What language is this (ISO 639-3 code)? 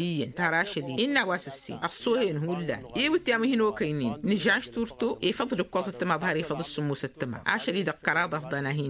taq